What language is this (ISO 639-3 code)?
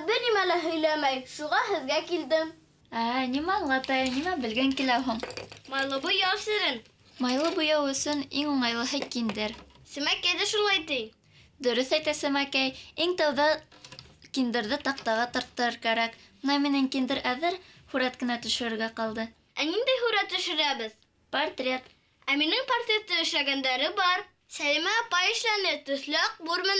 bak